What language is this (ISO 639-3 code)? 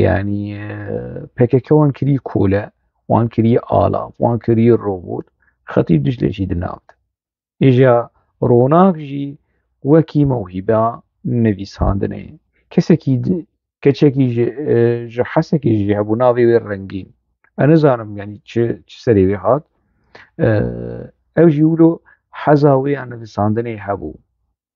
kur